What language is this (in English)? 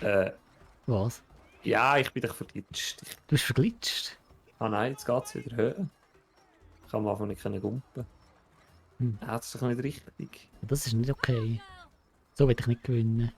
Swiss German